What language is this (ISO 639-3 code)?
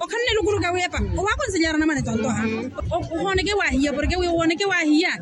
vmw